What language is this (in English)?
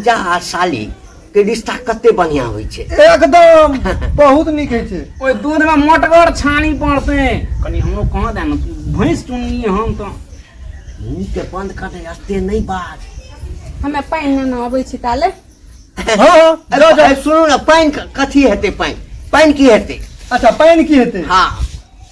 Maithili